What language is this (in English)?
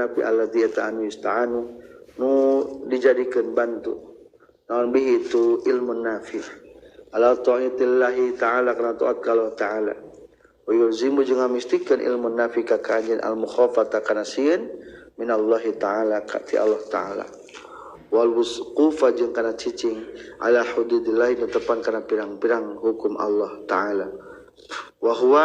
Sundanese